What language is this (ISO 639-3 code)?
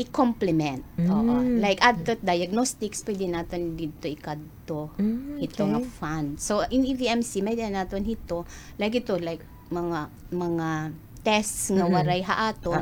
war